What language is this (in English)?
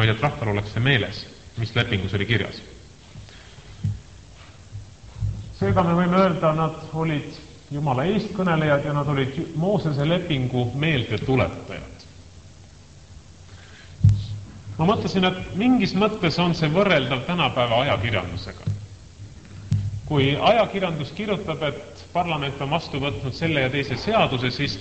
Estonian